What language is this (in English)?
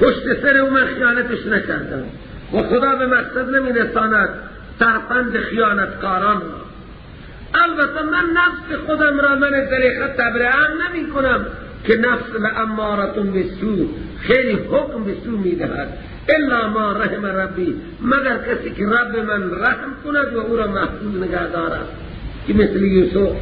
Persian